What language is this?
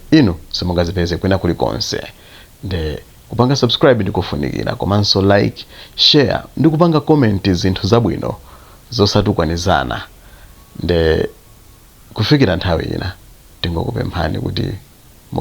Nyanja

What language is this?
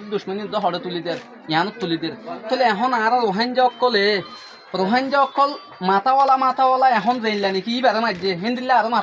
Rohingya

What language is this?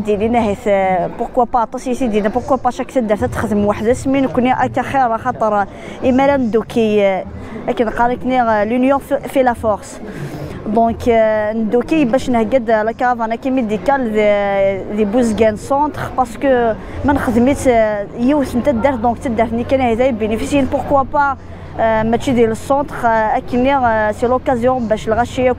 Kabyle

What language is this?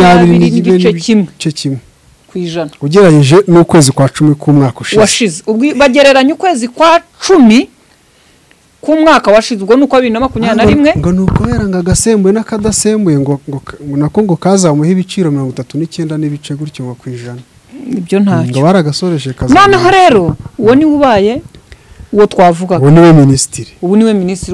Kinyarwanda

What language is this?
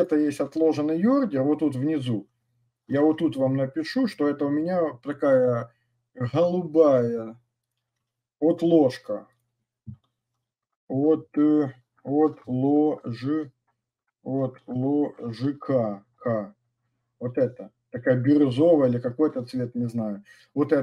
Russian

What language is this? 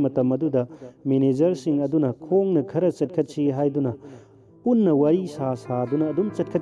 Manipuri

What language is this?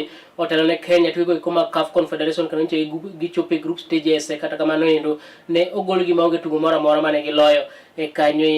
Luo (Kenya and Tanzania)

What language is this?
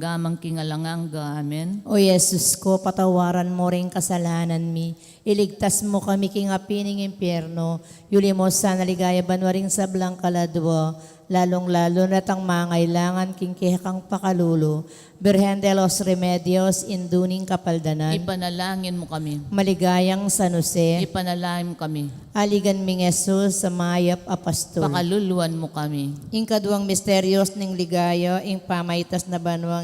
Pampanga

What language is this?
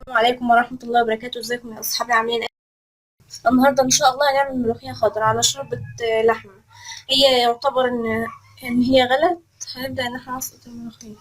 Egyptian Arabic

